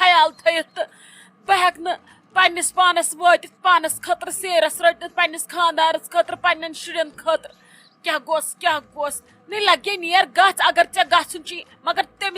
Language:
Kashmiri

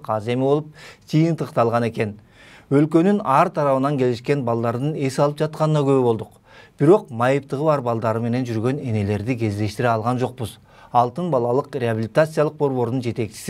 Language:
Kyrgyz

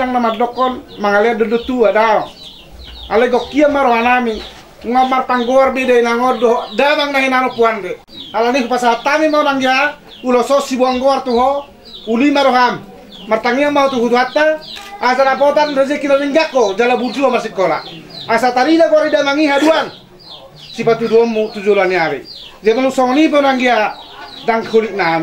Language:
Batak Toba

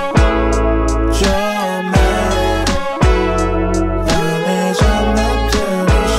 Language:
Korean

